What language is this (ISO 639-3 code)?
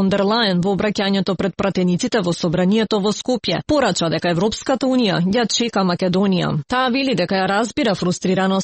mkd